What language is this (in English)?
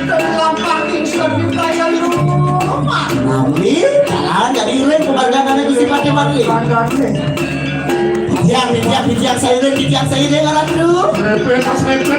Balinese